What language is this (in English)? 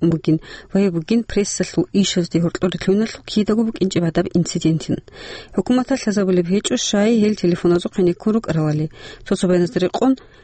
Avaric